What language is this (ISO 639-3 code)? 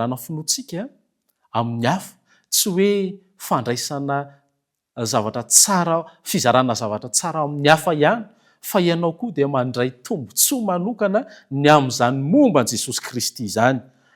mlg